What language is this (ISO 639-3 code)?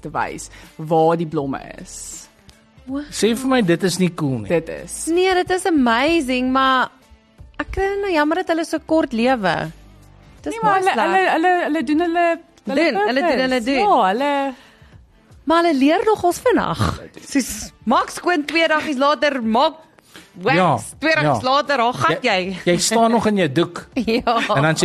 afr